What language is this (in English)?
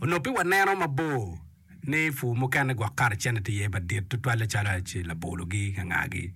Acoli